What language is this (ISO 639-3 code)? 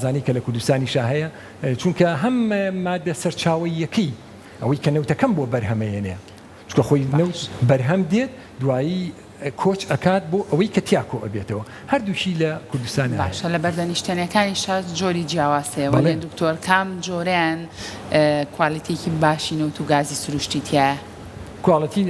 ckb